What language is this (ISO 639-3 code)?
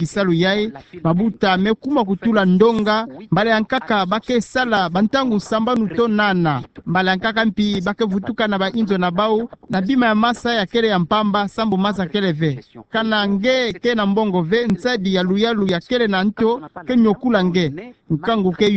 ktu